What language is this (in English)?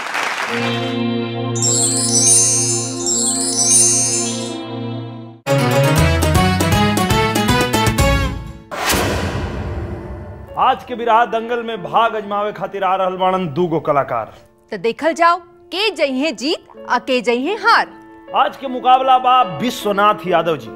Bhojpuri